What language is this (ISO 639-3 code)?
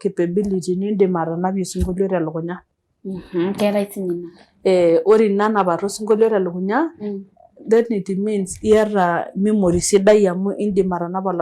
mas